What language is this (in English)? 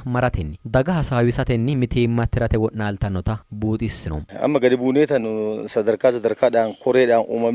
Sidamo